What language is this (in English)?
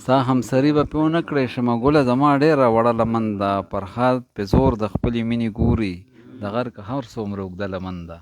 Pashto